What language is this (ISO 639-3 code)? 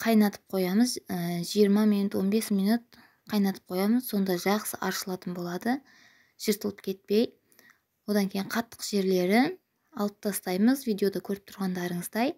kaz